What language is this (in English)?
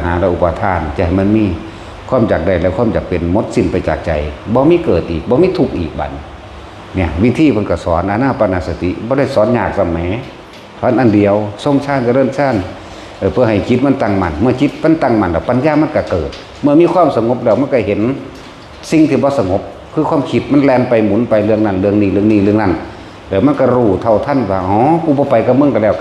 Northeastern Thai